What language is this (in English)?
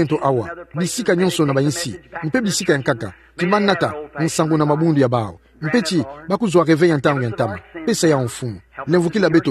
Kituba (Democratic Republic of Congo)